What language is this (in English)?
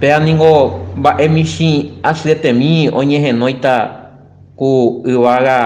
Guarani